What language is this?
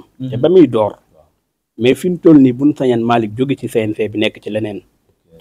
Wolof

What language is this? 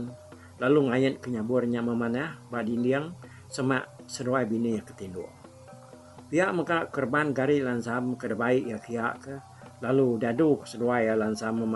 Iban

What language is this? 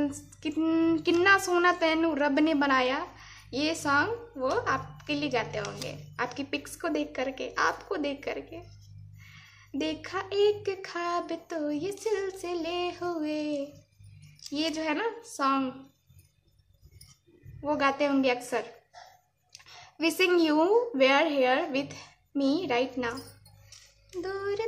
Hindi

